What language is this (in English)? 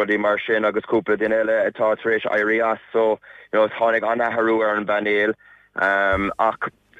Irish